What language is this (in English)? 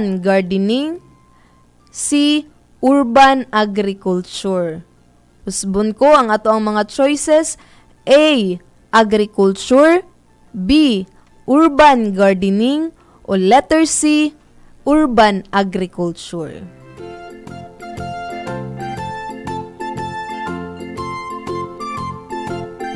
Cebuano